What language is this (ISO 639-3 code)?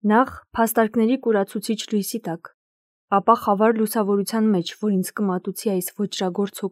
hye